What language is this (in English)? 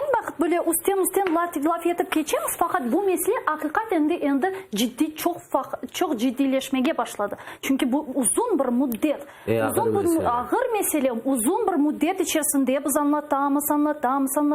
Crimean Tatar